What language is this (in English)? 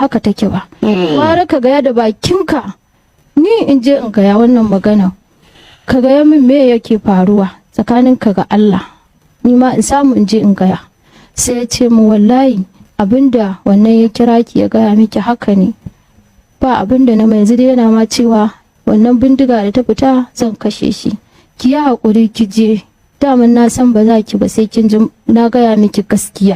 Hausa